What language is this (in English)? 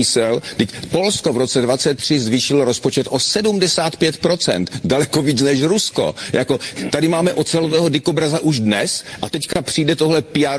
Czech